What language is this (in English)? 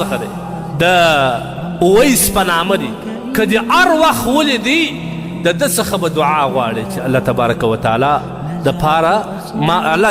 Pashto